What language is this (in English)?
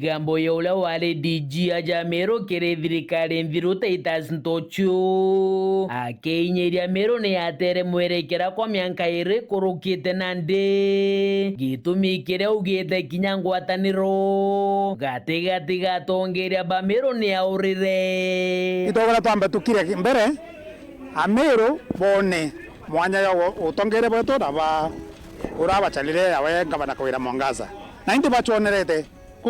Meru